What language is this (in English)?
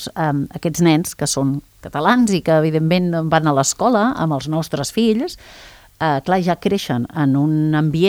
Catalan